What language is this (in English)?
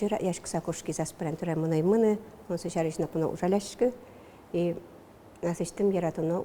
Udmurt